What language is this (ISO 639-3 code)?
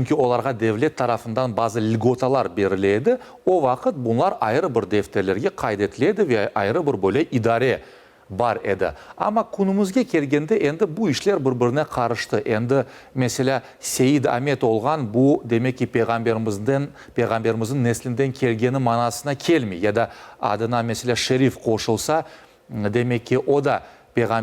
crh